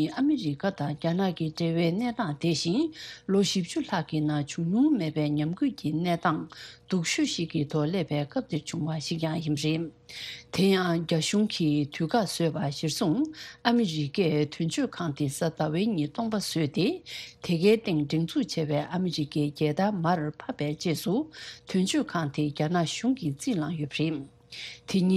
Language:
Tibetan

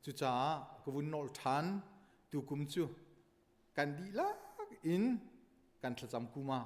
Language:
Hakha Chin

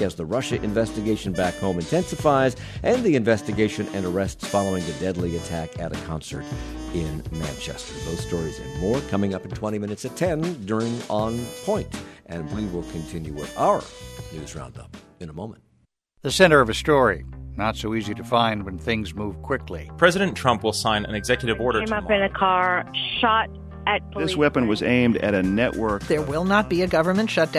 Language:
English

